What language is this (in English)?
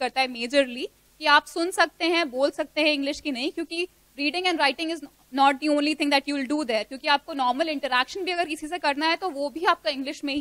Hindi